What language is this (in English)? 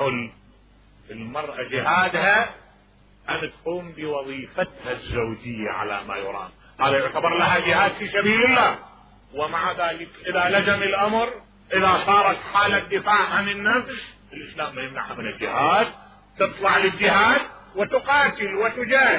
Mesopotamian Arabic